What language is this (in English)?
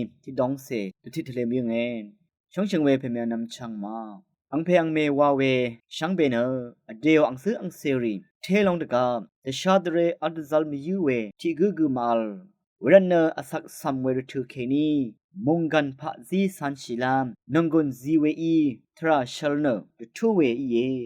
Rawang